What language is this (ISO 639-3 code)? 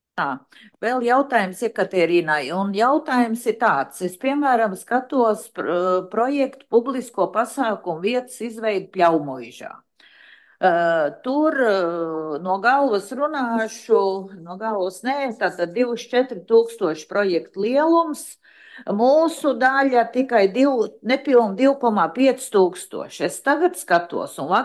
lav